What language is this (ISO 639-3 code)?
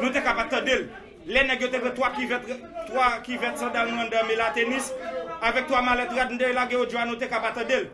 hat